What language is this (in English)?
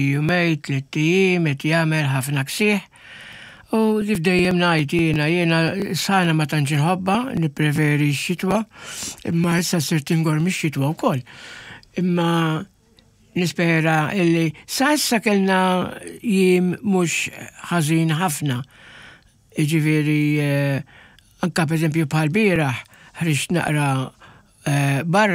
Maltese